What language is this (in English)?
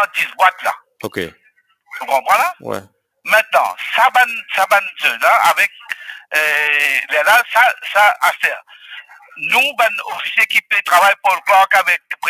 Morisyen